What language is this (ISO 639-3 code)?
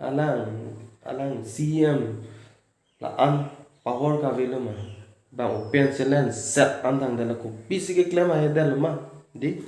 mjw